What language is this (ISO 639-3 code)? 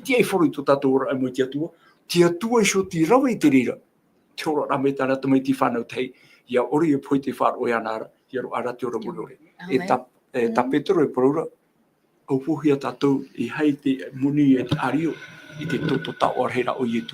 tah